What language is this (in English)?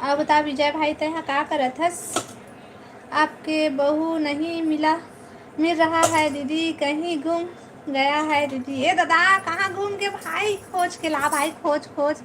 Chhattisgarhi